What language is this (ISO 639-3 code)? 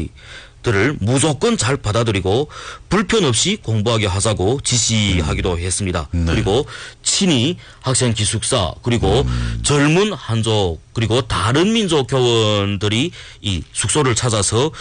kor